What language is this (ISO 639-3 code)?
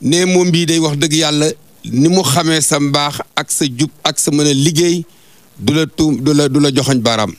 wol